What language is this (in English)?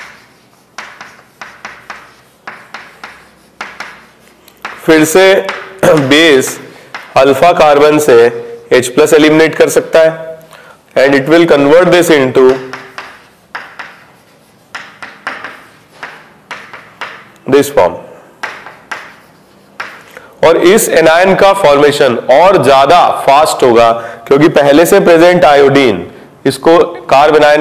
Hindi